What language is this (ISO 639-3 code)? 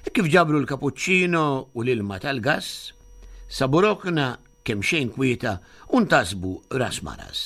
mlt